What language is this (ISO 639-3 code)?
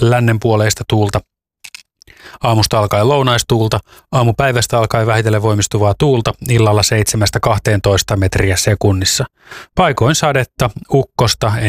fin